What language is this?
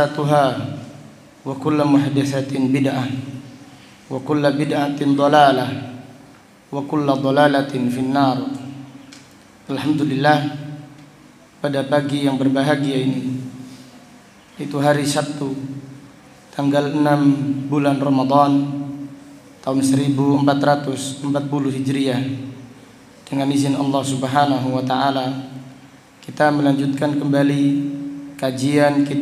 Indonesian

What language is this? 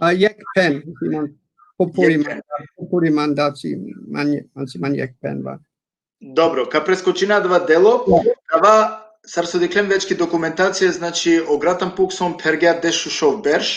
Balkan Romani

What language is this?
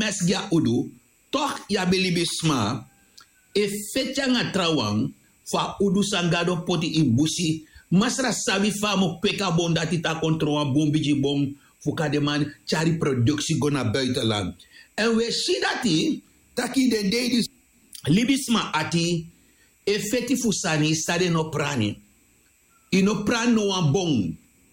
Sranan Tongo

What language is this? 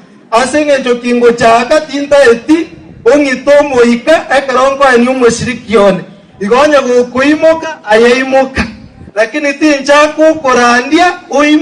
Gusii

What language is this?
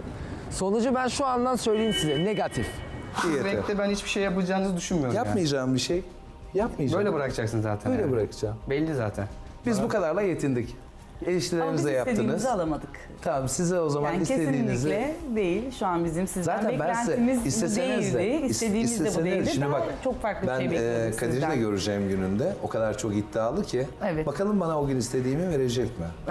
Turkish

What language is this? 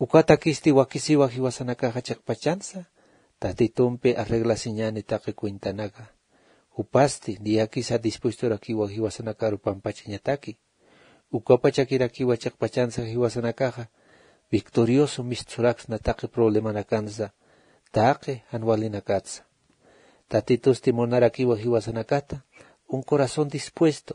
Aymara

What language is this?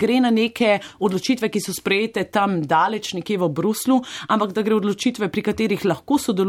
Slovenian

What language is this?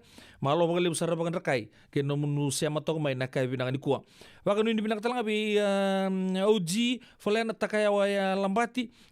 Fijian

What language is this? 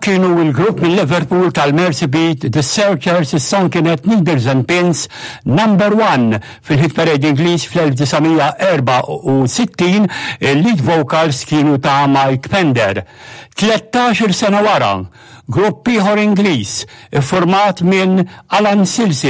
Maltese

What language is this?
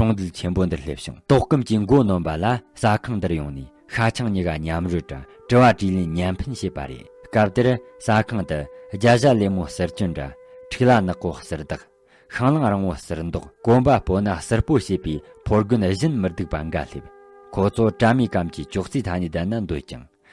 Tibetan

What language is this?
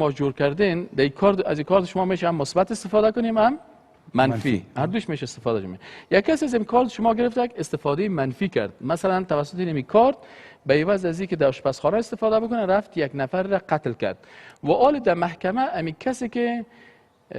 Persian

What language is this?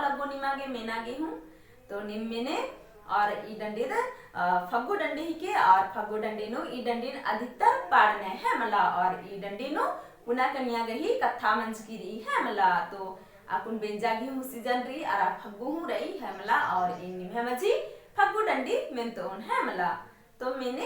Kurukh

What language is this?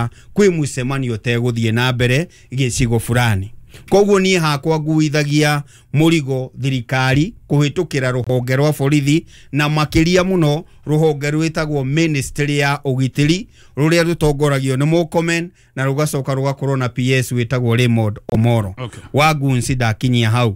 Kikuyu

